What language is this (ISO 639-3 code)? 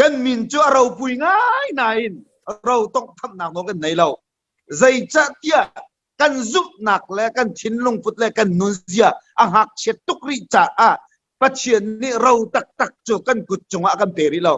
cnh